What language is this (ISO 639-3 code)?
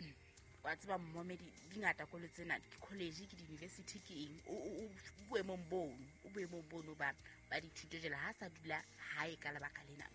sot